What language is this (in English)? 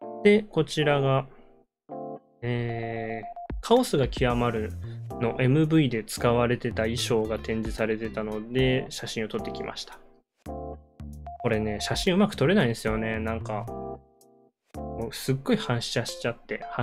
Japanese